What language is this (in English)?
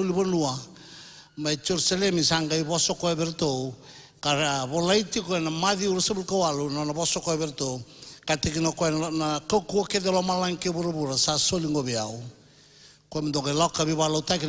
Fijian